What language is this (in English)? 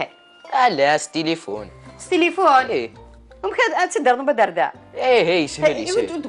Kabyle